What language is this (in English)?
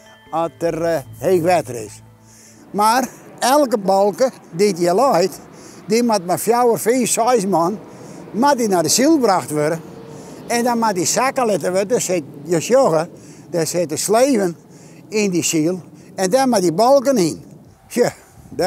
Western Frisian